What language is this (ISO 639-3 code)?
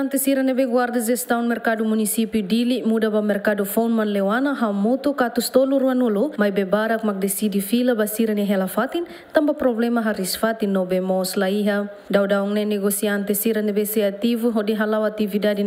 tet